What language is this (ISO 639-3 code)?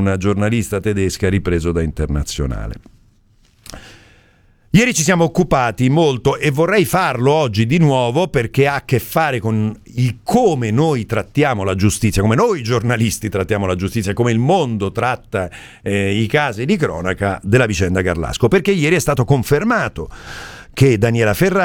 ita